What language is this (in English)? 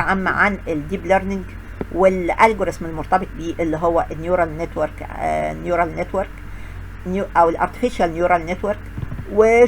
Egyptian Arabic